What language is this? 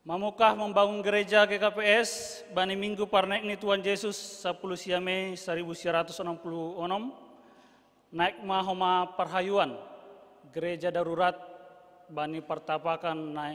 Batak Simalungun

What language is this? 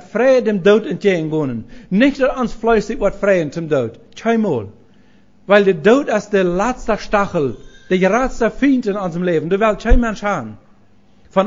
Plautdietsch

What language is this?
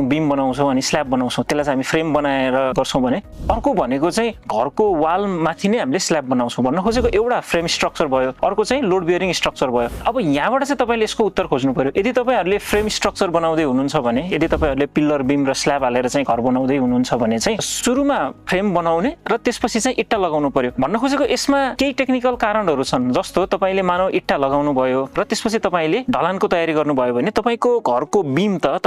Nepali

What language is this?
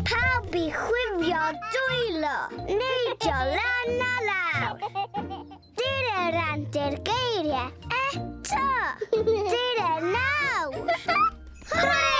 Welsh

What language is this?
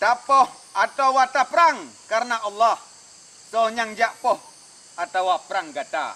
Achinese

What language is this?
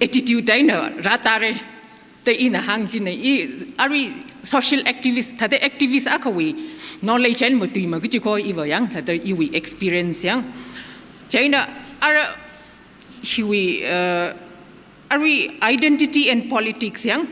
Tangkhul Naga (India)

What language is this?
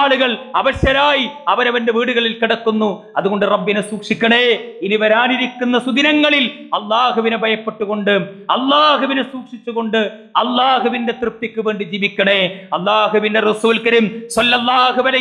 Malayalam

